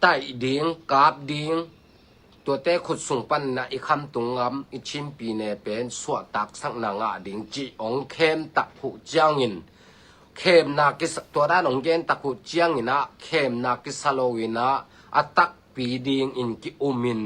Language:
Tedim Chin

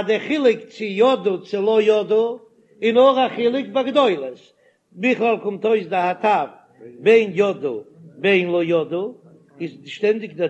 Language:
Yiddish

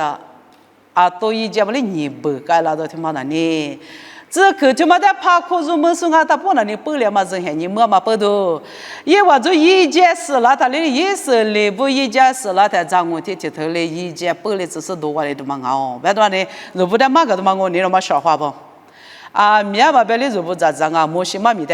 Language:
Lisu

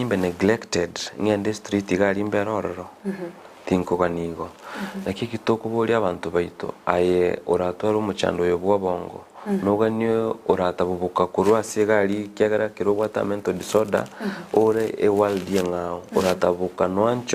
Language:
Gusii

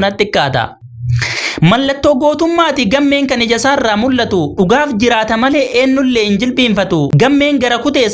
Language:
Oromo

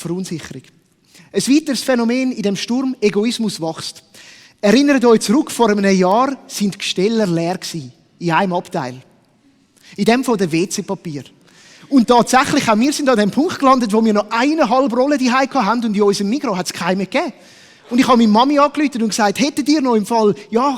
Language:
Swiss German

